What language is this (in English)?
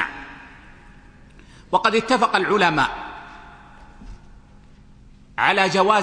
Arabic